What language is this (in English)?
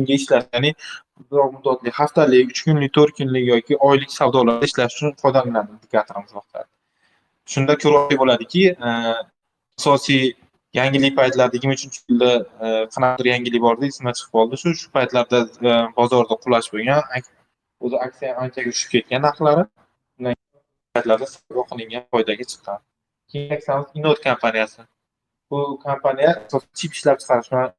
Uzbek